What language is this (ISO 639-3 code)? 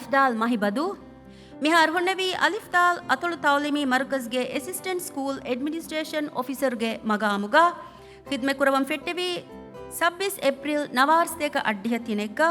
div